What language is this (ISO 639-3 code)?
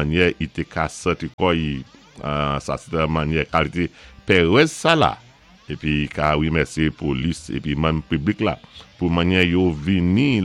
acf